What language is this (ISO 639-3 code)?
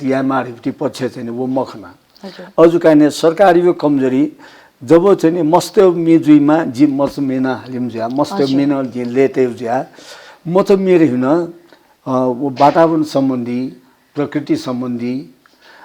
new